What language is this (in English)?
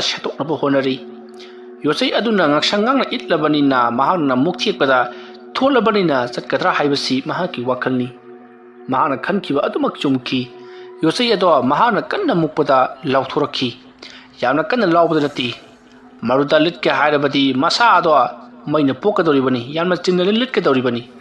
Manipuri